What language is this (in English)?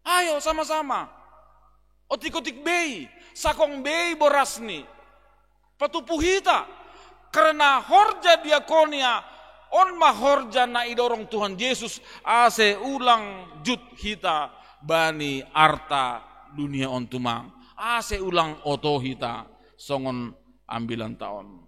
Batak Simalungun